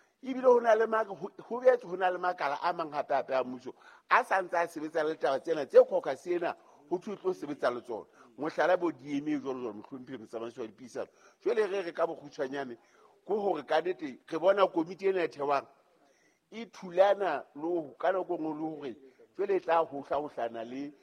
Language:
Southern Sotho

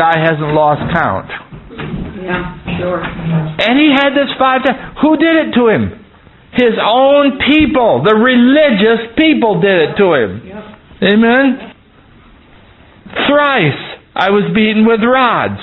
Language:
English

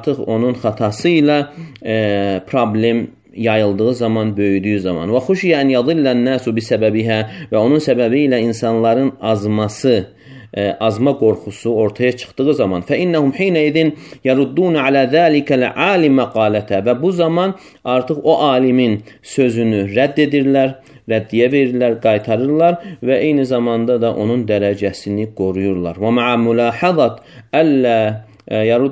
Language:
Azerbaijani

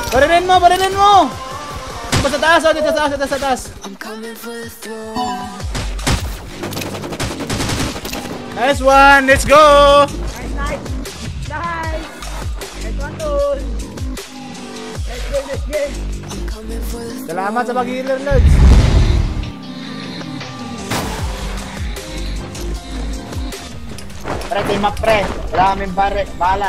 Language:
Filipino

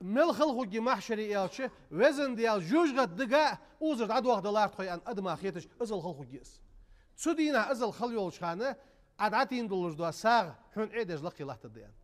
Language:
Ingush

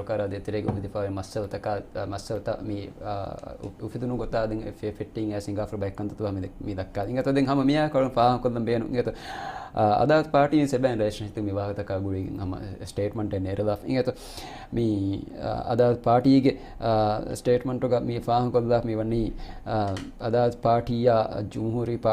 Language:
Divehi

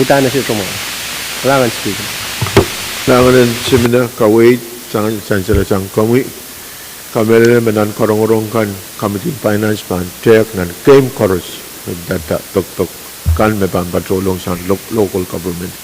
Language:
Pohnpeian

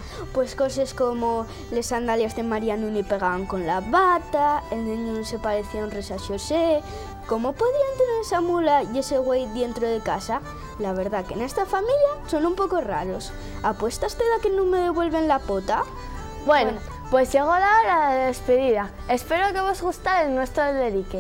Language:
Asturian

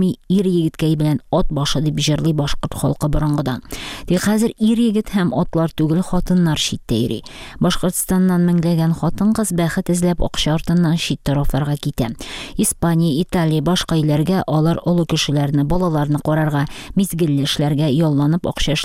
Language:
Tatar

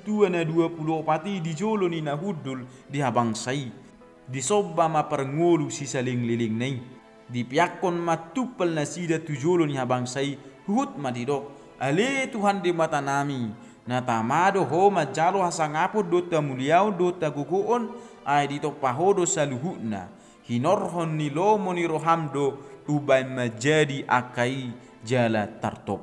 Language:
Batak Toba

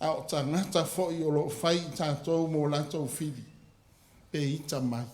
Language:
Samoan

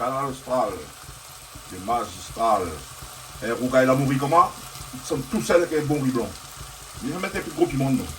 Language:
Réunion Creole French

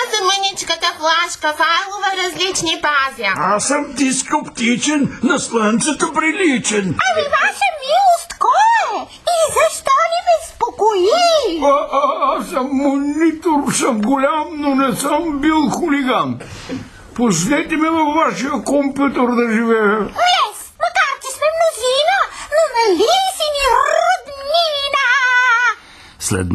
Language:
Bulgarian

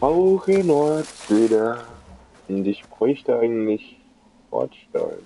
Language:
Swiss German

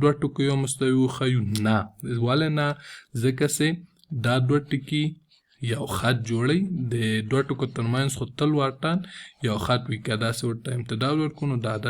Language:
Pashto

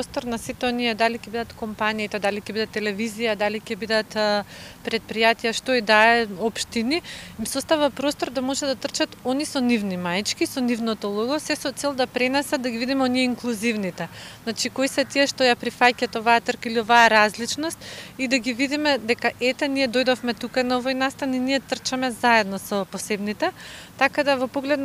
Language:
Macedonian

